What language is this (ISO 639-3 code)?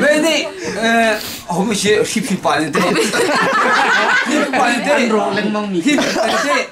cnh